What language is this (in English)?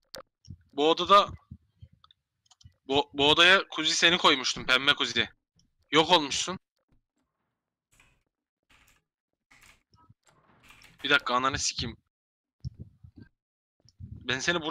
Turkish